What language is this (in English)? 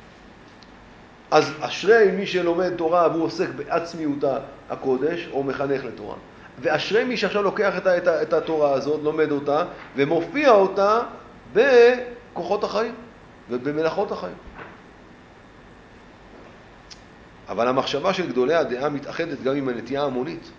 Hebrew